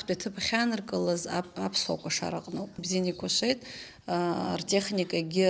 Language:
Abkhazian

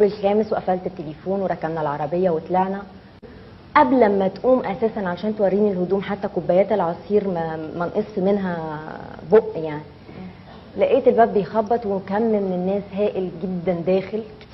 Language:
Egyptian Arabic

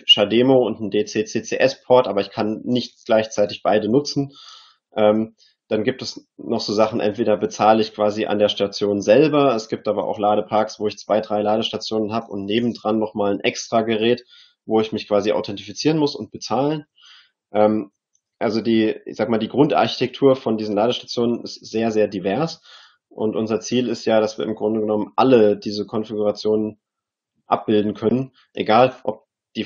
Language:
German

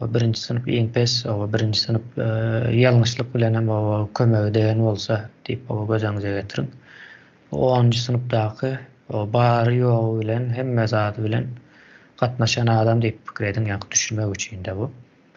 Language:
Turkmen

